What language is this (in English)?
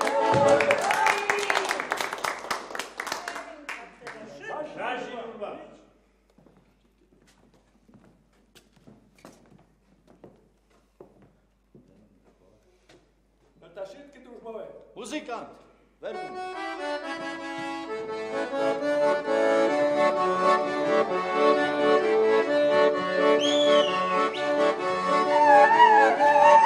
Slovak